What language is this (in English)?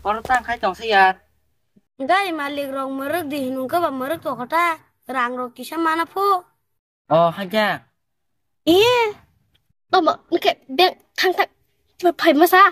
Kok Borok